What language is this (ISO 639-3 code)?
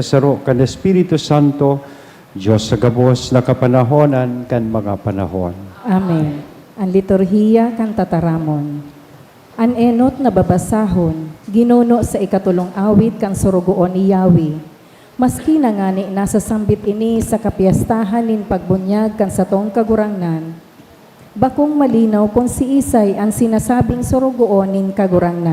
bik